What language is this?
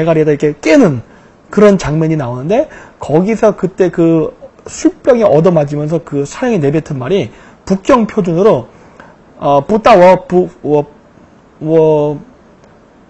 Korean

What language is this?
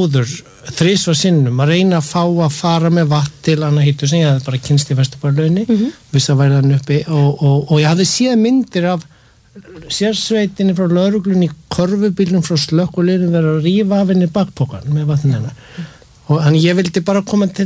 Icelandic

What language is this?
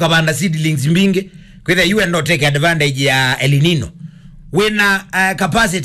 Kamba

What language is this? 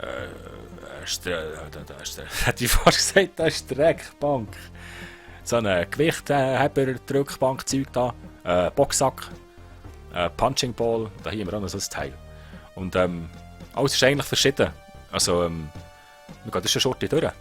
Swiss German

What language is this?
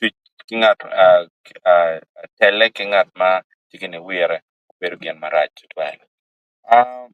Acoli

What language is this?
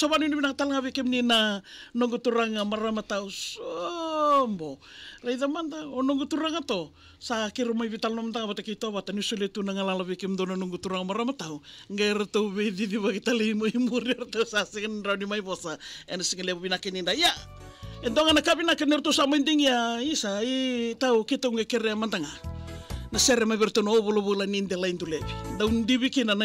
Fijian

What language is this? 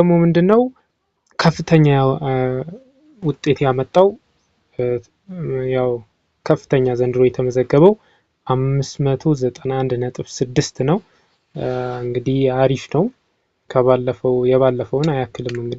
Amharic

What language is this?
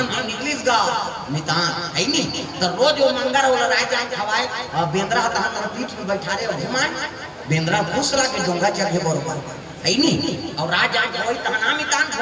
Chhattisgarhi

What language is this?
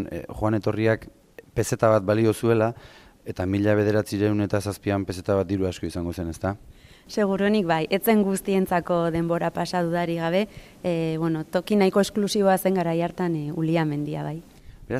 Basque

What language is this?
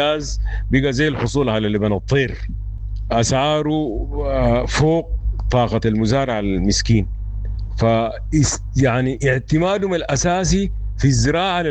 Sudanese Arabic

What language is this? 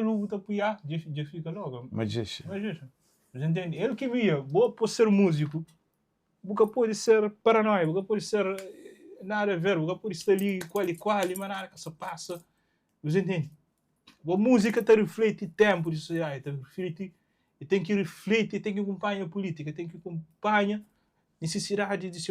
Kabuverdianu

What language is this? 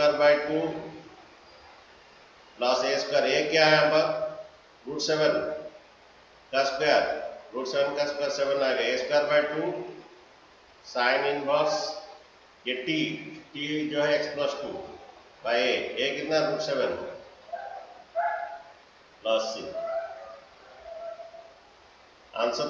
Hindi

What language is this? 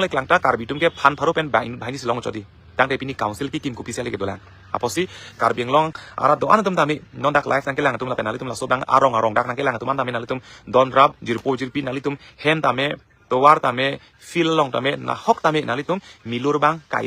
Karbi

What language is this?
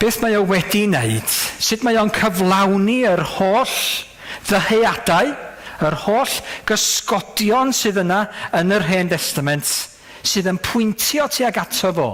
Welsh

